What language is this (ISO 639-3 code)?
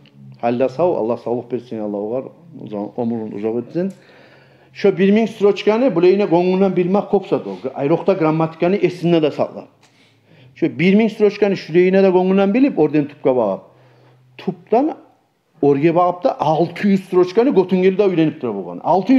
kum